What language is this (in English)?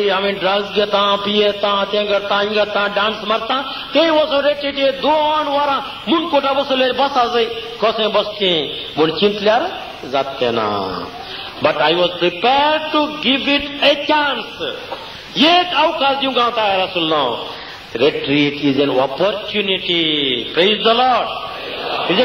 Konkani